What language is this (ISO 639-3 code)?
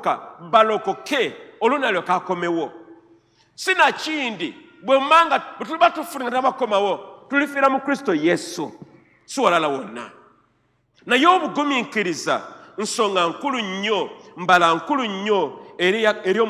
lug